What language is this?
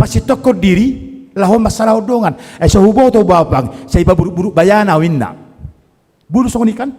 Batak Toba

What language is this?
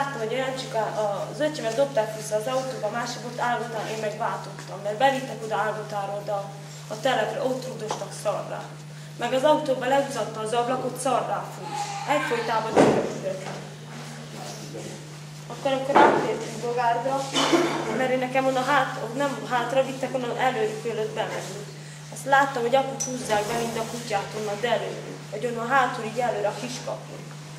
Hungarian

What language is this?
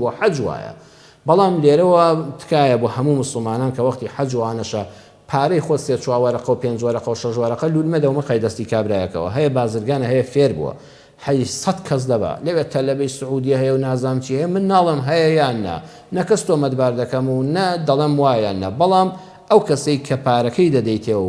Central Kurdish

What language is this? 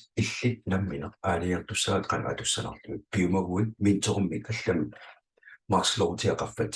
Kalaallisut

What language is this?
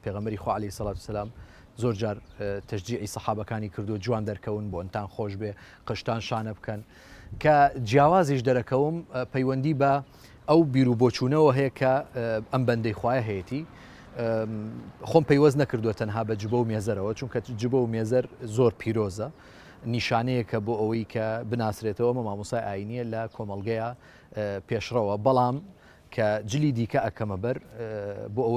Central Kurdish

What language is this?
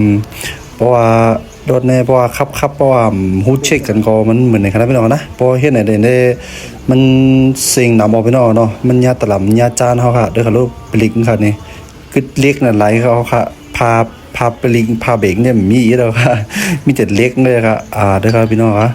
Shan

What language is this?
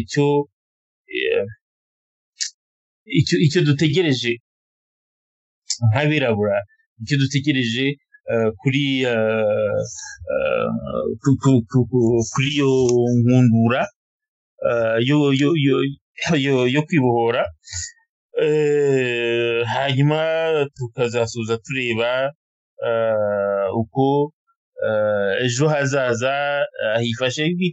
Kinyarwanda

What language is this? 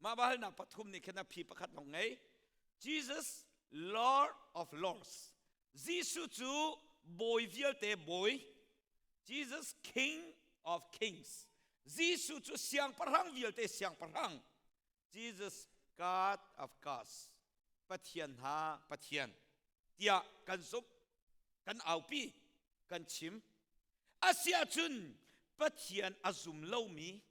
Hakha Chin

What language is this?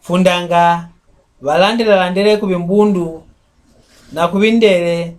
Mbunda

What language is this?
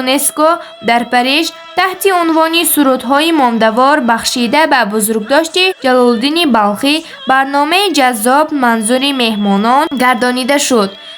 Tajik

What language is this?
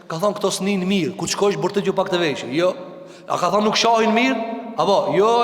Albanian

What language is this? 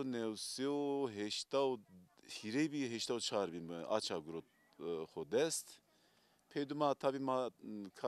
Zaza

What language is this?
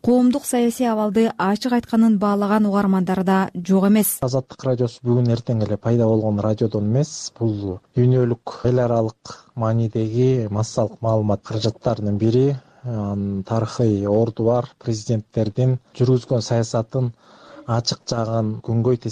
Kyrgyz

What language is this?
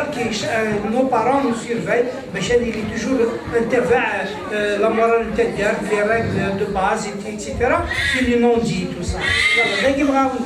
Kabyle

